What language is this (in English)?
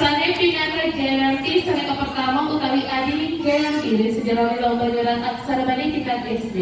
Balinese